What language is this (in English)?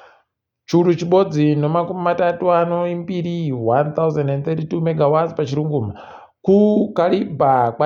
Ndau